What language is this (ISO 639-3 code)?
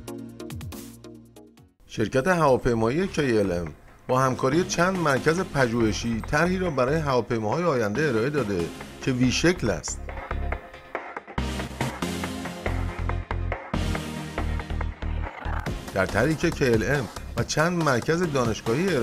fas